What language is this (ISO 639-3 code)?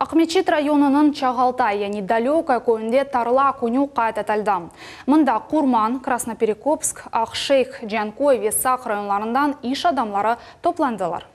crh